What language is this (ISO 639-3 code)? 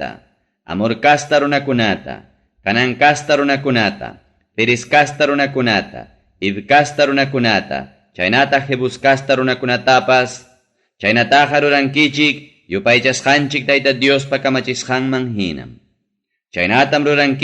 quy